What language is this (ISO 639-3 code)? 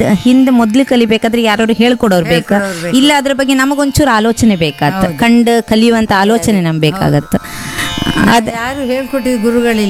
kan